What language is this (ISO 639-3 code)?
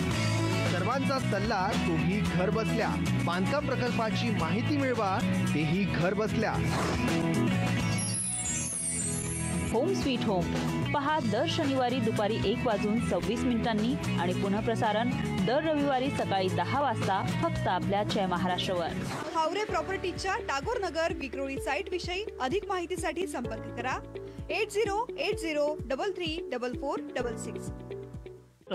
mar